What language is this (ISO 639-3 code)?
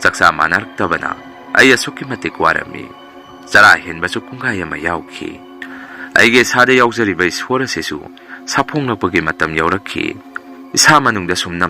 mni